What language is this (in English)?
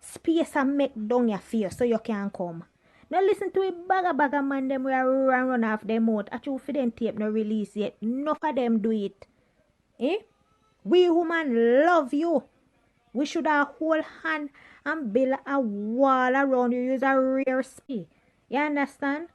Jamaican Creole English